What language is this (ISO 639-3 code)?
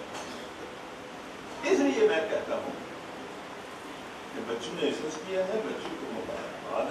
urd